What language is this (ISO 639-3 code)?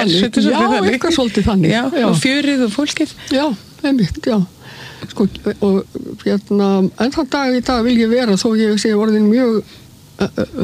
isl